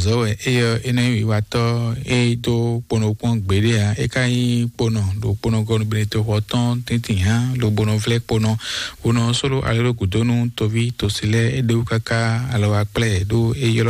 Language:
Fon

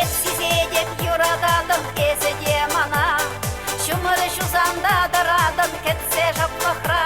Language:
Chuvash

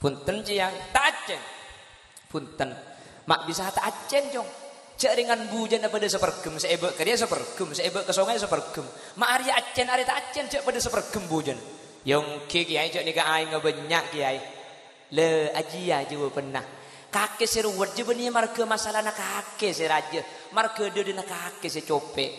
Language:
Madurese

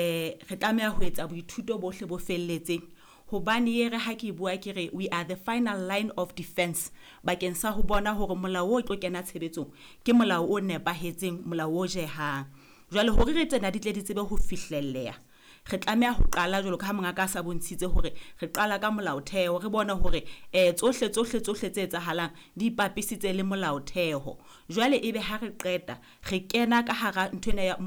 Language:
Southern Sotho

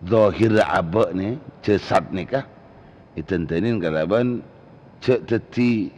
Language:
Madurese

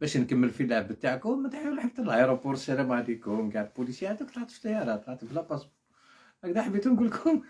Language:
Algerian Arabic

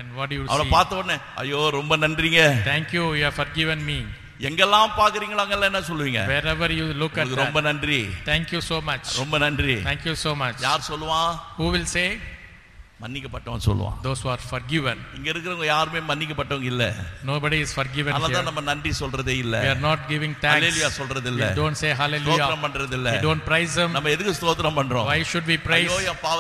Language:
Tamil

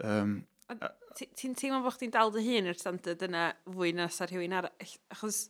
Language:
Welsh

